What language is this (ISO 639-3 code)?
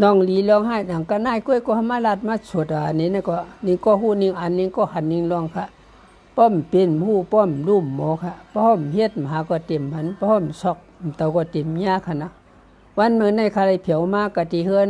shn